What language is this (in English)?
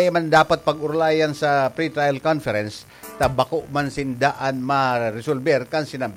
Bikol